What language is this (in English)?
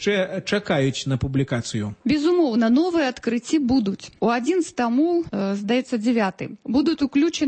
Belarusian